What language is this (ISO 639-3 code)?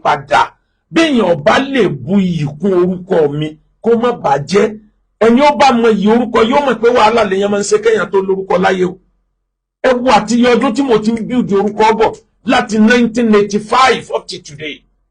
yor